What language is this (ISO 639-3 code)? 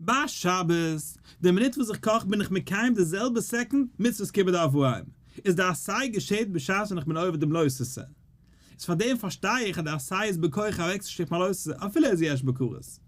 yid